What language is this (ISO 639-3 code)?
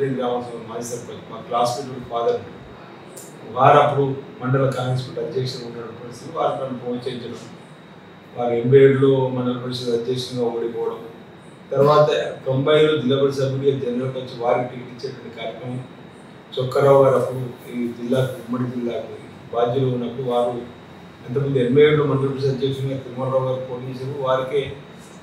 tel